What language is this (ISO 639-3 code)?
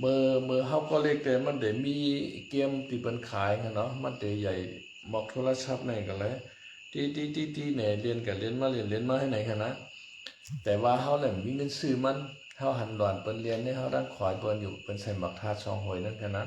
shn